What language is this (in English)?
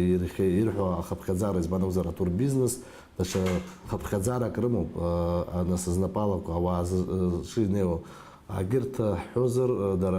Abkhazian